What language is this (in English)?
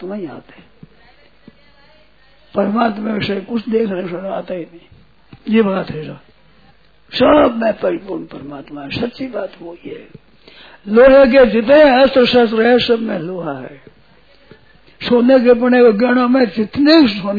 Hindi